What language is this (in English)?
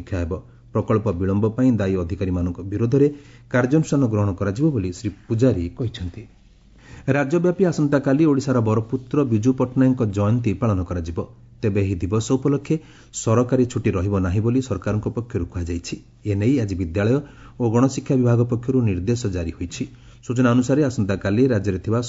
Odia